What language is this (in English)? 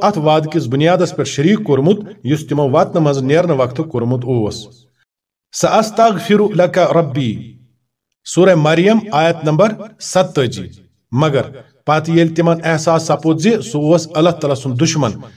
Kashmiri